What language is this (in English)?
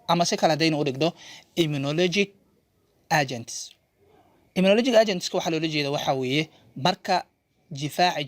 Somali